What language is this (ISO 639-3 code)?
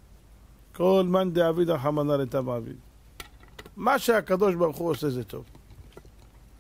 heb